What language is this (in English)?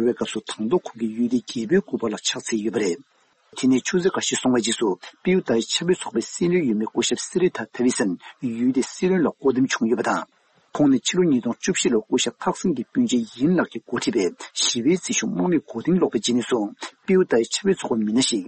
Tibetan